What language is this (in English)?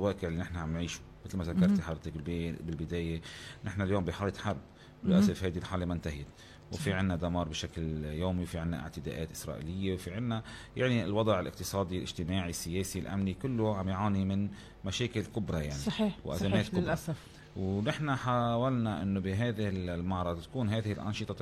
North Levantine Arabic